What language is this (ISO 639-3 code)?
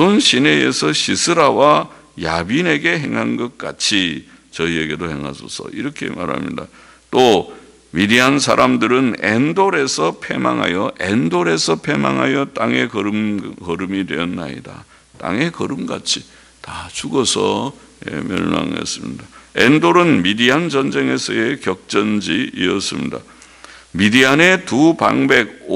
kor